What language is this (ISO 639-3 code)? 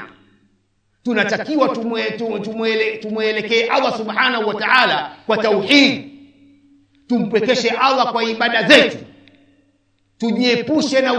swa